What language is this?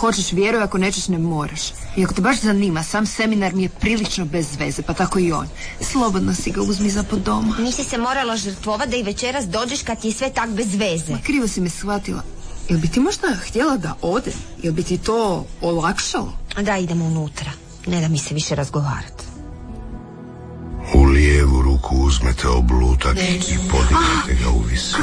Croatian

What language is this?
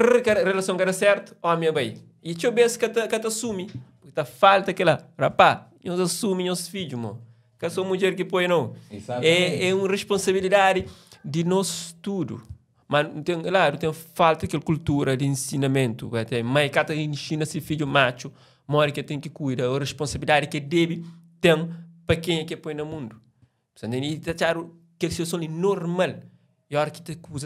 Kabuverdianu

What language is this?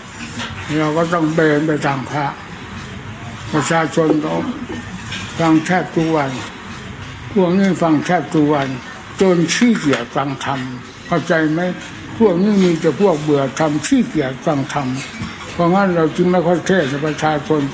Thai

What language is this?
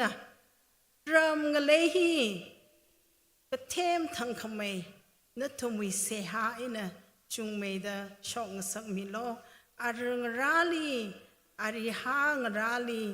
Tangkhul Naga (India)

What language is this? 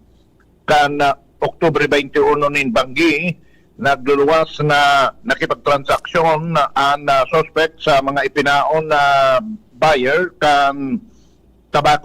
Bikol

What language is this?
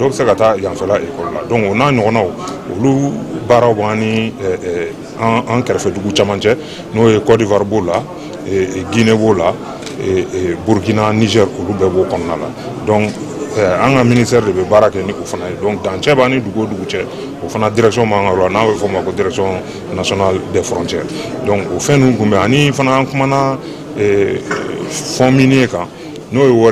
Bambara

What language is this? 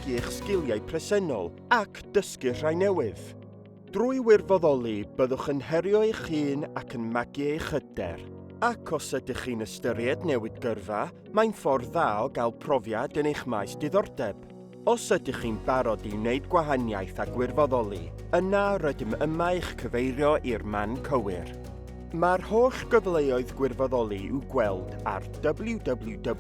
Welsh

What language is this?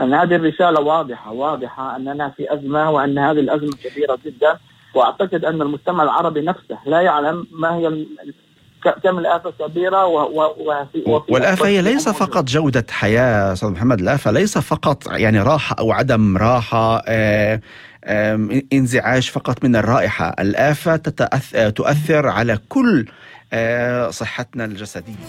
North Levantine Arabic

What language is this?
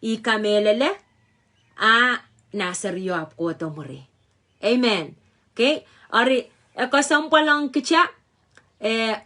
Pohnpeian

